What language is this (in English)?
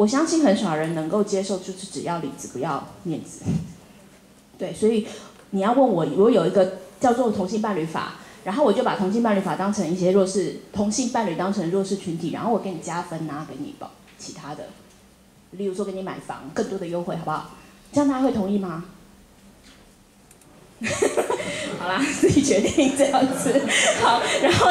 Chinese